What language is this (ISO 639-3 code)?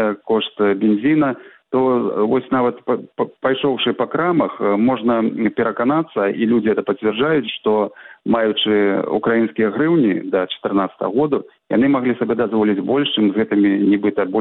bel